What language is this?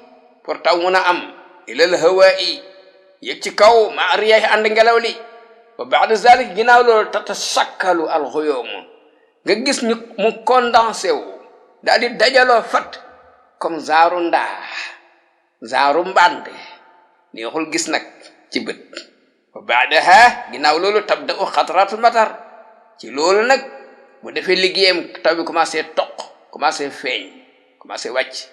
Wolof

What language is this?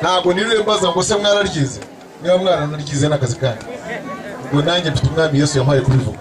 Kinyarwanda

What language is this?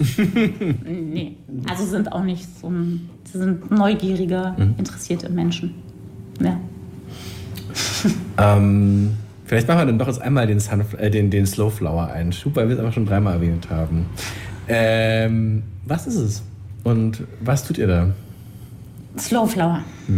German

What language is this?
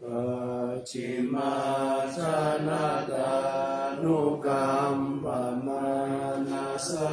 Pali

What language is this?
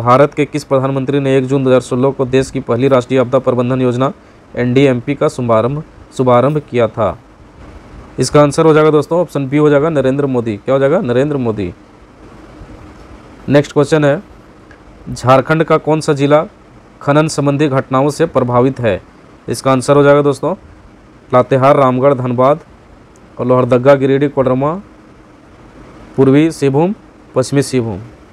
Hindi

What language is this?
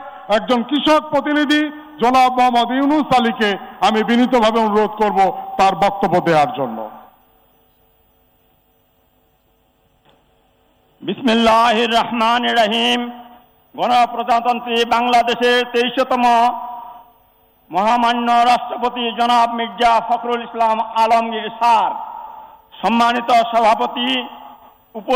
Bangla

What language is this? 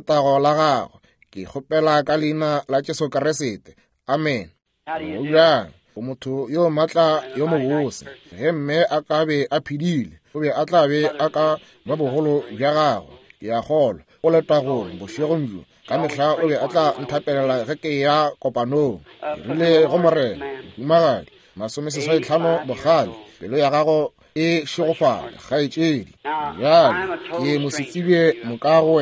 Northern Sotho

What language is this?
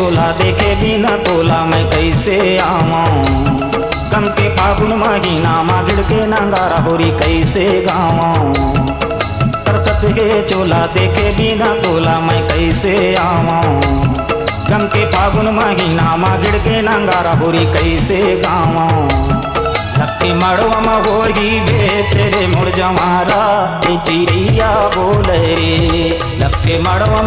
Chhattisgarhi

